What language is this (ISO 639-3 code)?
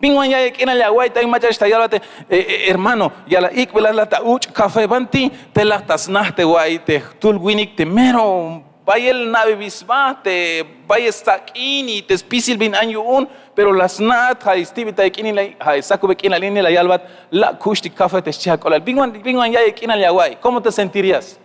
tzh